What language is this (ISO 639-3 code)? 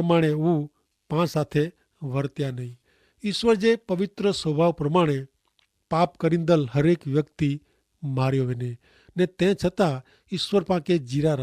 kfr